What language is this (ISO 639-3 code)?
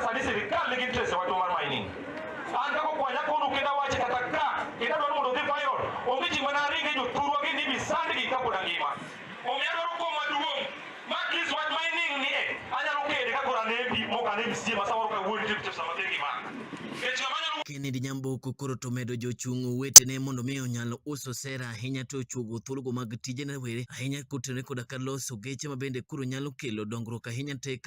luo